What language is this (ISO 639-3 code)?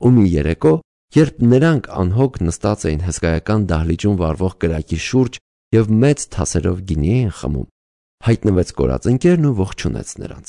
hye